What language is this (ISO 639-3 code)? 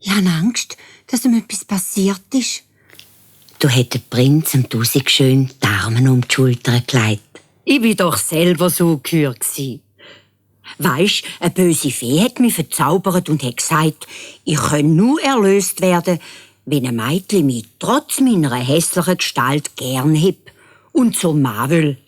gsw